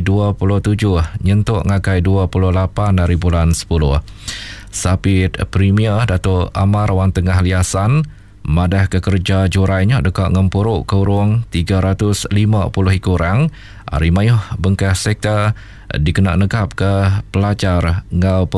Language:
Iban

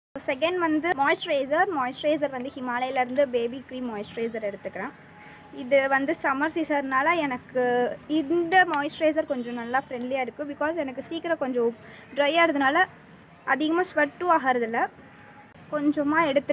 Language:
Tamil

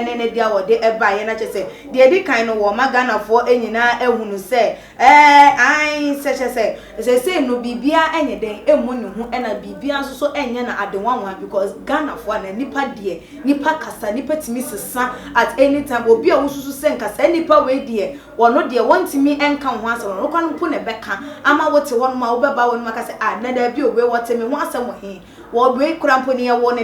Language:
Akan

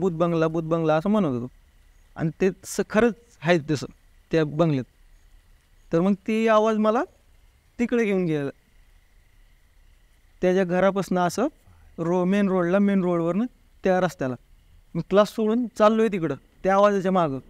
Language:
Marathi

